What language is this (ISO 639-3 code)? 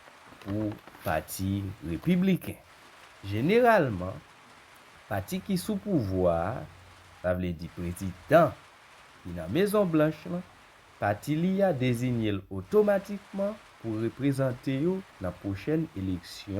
hat